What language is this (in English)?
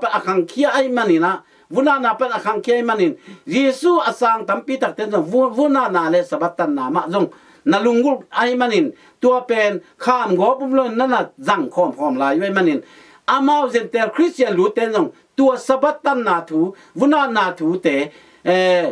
Tedim Chin